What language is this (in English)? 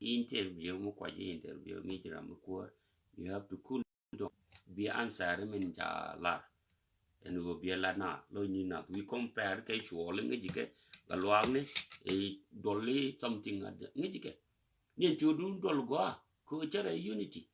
Nuer